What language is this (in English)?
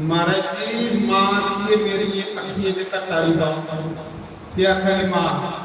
Dogri